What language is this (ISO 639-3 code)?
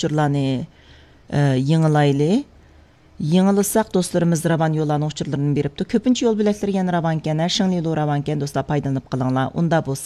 uig